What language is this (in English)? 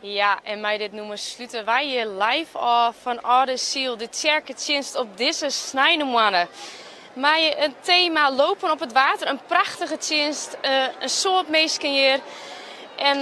Western Frisian